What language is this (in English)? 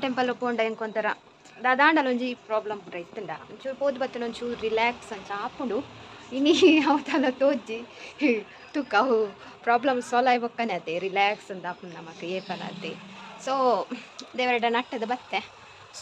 Tulu